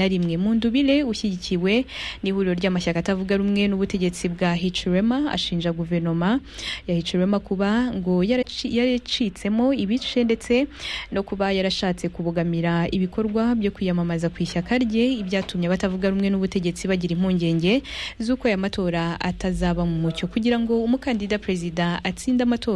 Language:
Kinyarwanda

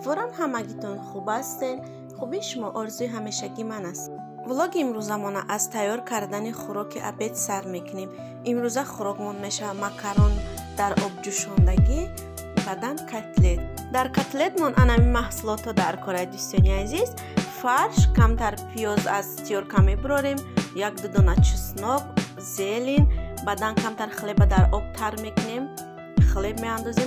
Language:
Tajik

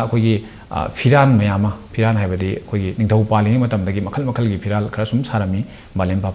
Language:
Manipuri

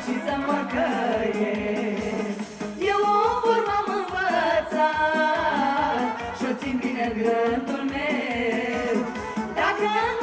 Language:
Romanian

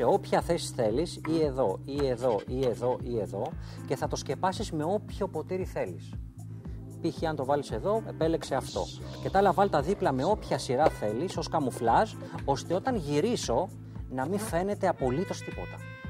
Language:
Greek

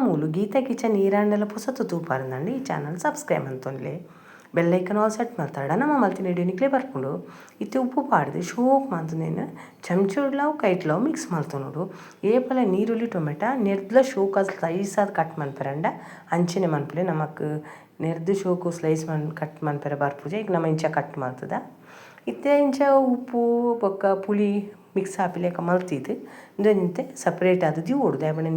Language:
Tulu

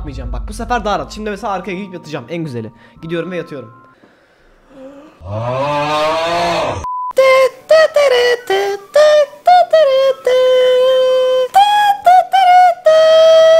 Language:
Turkish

